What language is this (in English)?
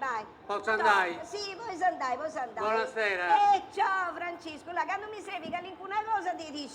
Sardinian